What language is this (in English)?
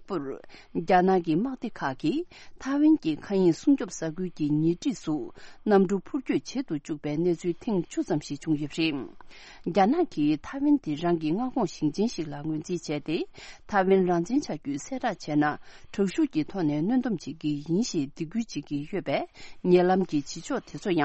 Tibetan